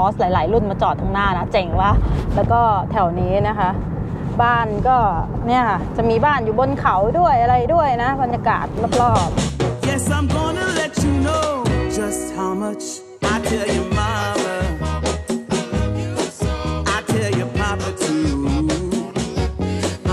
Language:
Thai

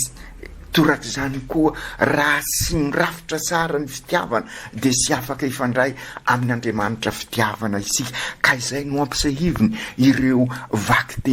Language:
Malagasy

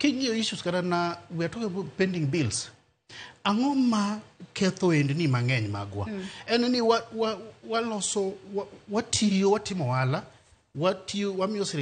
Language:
Luo (Kenya and Tanzania)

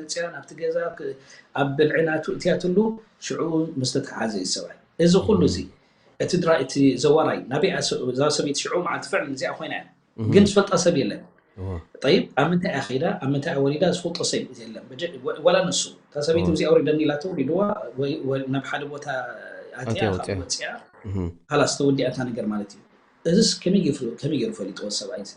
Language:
Tigrinya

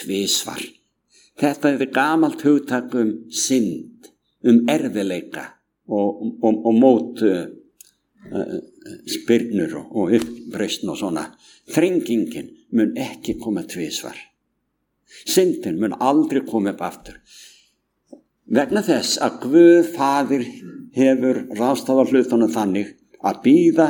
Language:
Icelandic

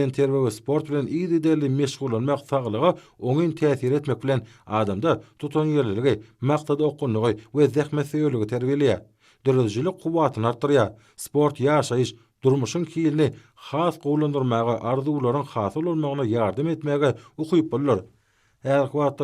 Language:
Turkmen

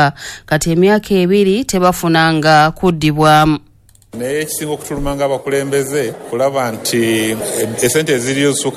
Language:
Ganda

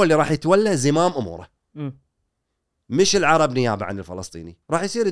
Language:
Gulf Arabic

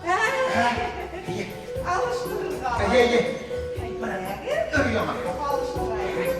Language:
Bashkir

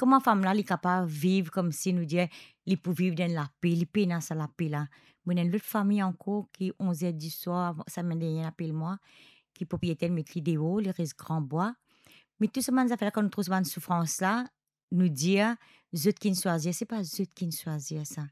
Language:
Morisyen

